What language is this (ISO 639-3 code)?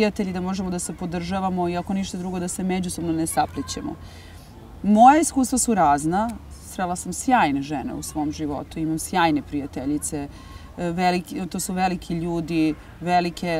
srp